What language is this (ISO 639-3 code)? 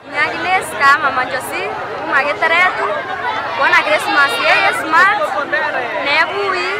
mer